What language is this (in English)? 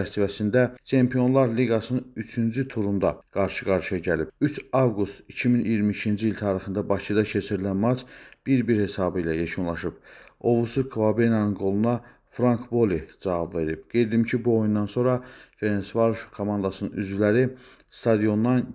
Azerbaijani